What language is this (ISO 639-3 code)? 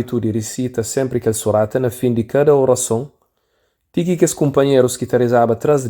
kea